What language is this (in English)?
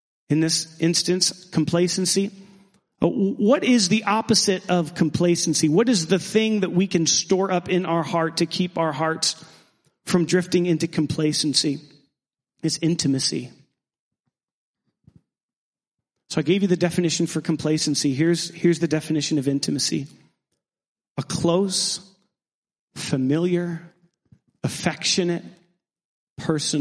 English